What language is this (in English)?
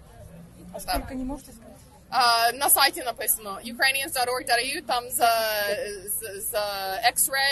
Ukrainian